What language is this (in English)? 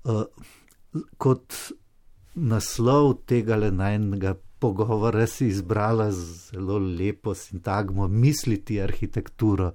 Slovenian